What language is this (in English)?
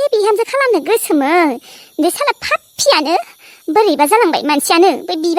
Bodo